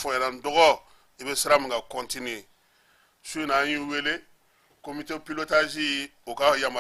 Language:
Bambara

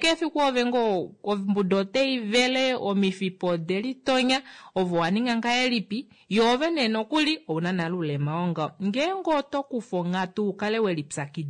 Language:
Kuanyama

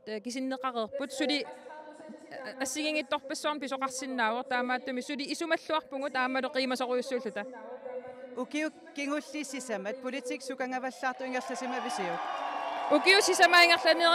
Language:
Kalaallisut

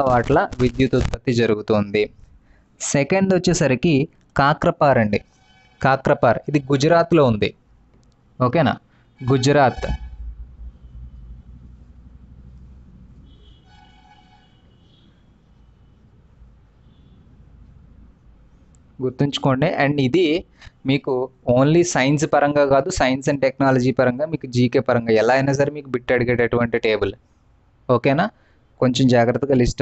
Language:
Telugu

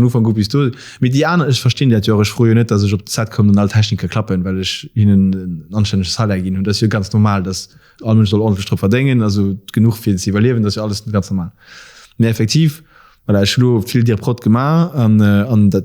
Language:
Luxembourgish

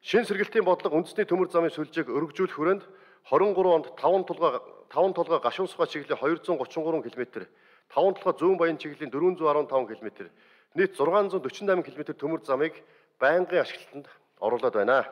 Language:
Mongolian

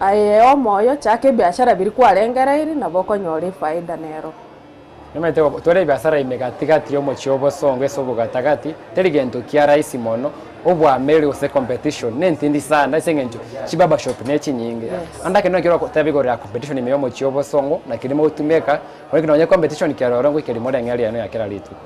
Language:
Gusii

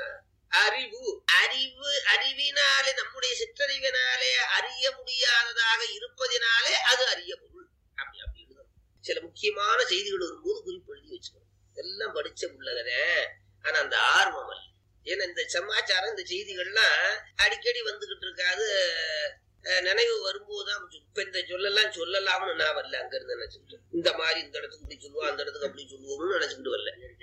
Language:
Tamil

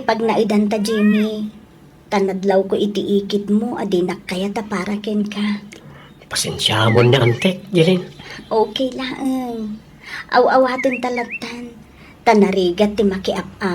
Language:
Iloko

